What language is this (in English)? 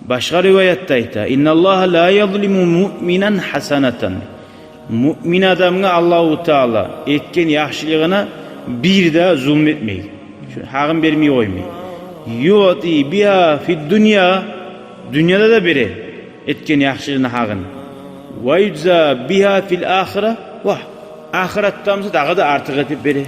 Kumyk